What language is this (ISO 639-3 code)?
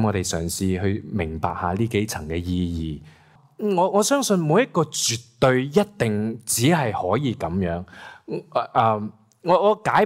yue